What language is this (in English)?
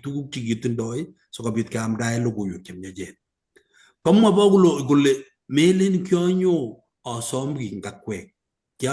Kalenjin